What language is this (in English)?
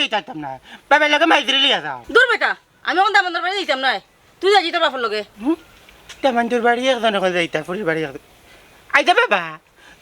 Sylheti